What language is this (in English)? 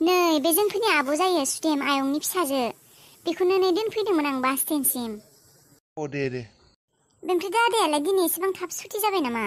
Bodo